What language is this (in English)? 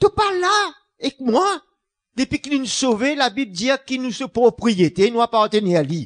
Morisyen